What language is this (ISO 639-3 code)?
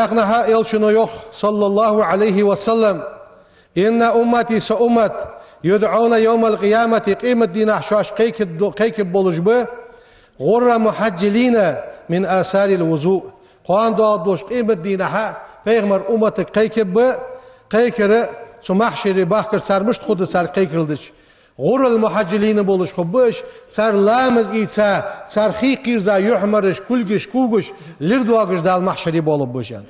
inh